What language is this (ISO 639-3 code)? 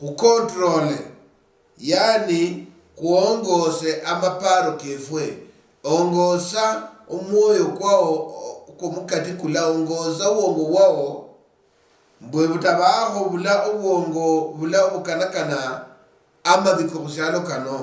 luy